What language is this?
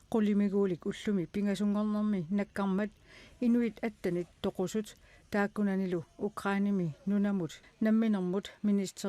Kalaallisut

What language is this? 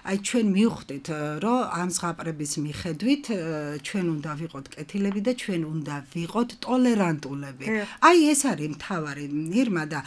Georgian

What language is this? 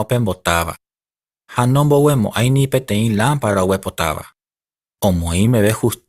Guarani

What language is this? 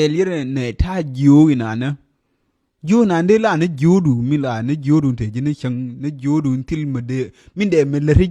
Nuer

